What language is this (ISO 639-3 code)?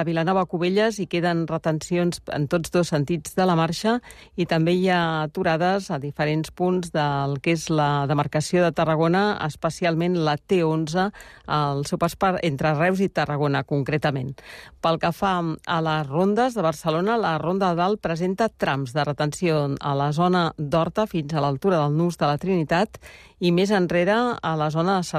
cat